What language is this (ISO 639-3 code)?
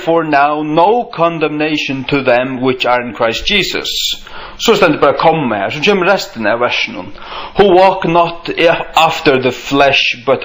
fao